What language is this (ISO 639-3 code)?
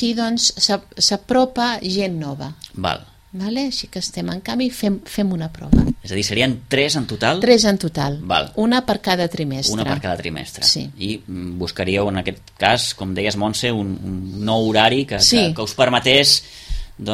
cat